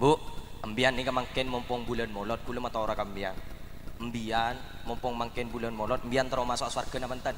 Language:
Madurese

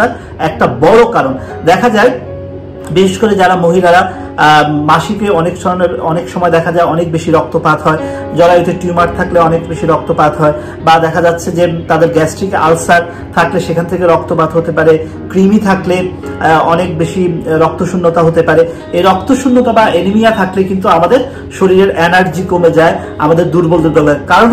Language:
Bangla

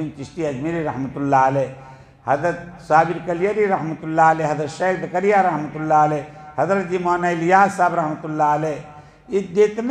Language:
Urdu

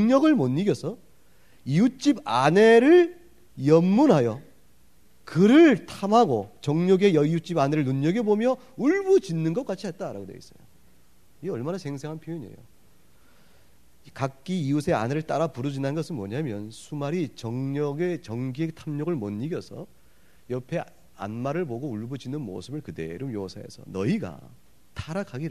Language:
Korean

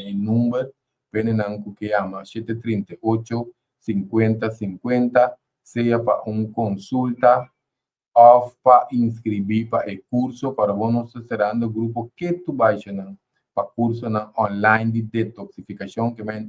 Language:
Papiamento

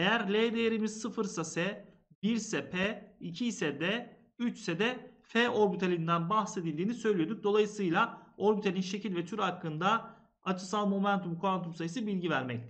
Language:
Turkish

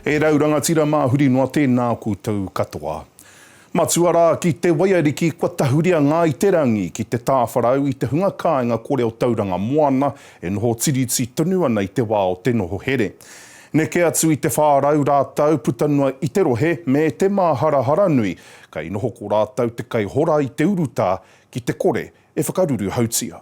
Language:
Māori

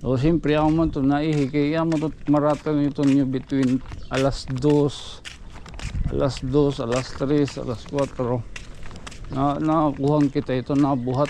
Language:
Waray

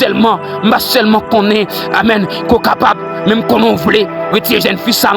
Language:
Haitian Creole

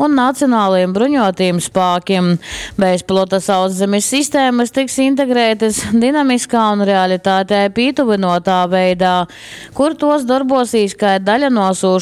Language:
Latgalian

